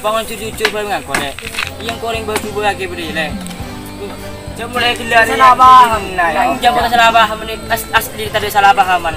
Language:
Madurese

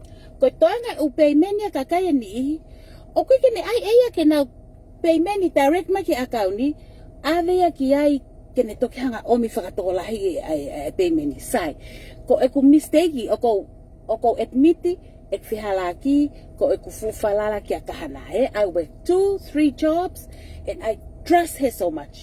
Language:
Tongan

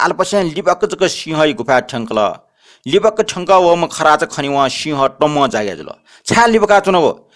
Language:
Newari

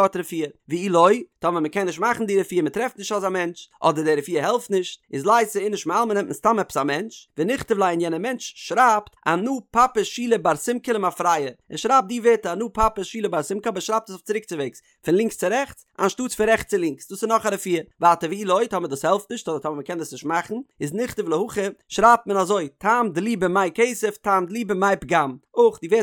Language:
Yiddish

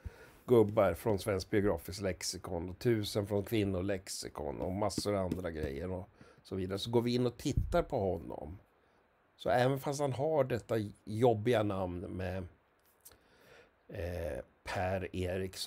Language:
Swedish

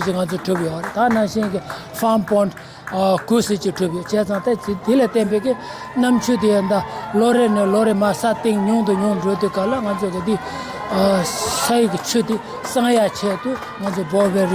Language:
Tibetan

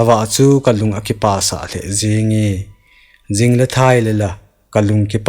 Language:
Thado Chin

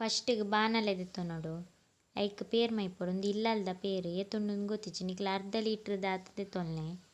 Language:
Tulu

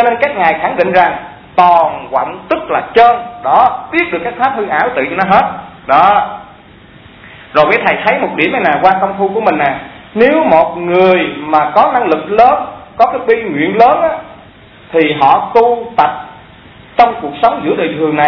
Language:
Vietnamese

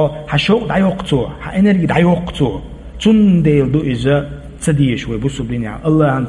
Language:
Chechen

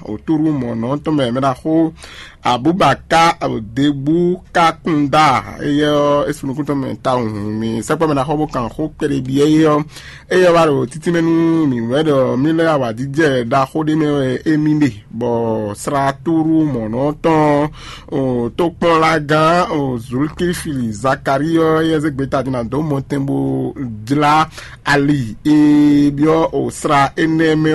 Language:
Fon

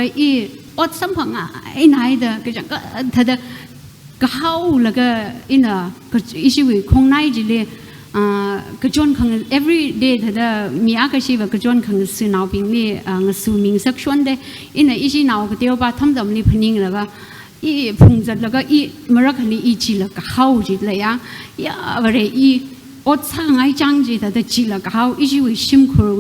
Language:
Tangkhul Naga (India)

